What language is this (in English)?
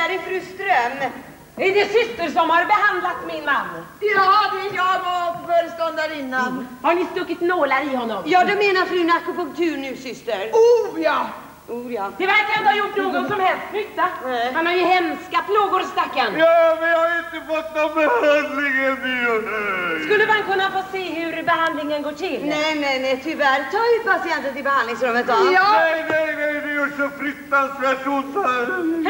Swedish